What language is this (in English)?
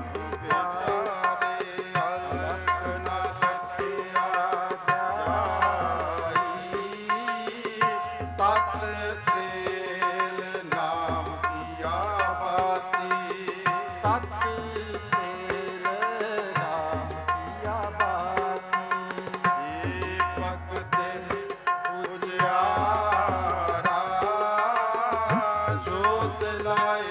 Punjabi